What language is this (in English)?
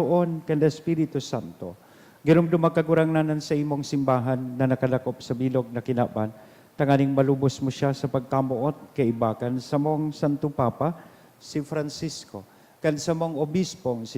Bikol